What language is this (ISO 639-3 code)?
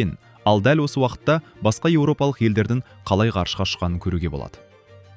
kaz